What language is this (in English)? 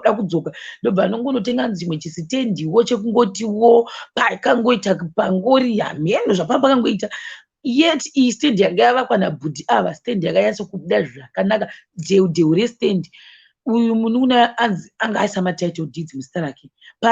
Shona